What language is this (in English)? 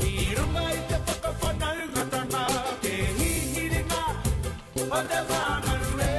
Māori